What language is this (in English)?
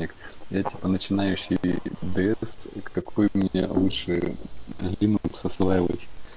Russian